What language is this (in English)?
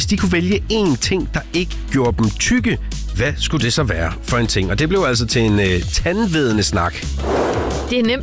Danish